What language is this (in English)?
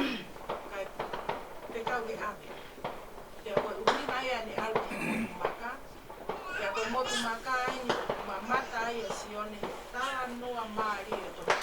Tongan